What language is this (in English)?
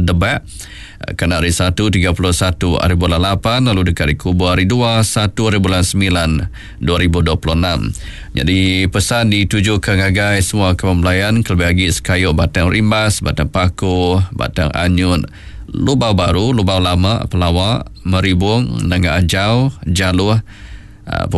Iban